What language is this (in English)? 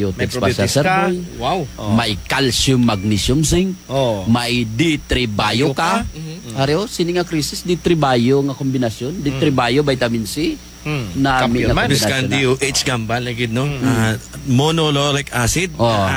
Kinaray-a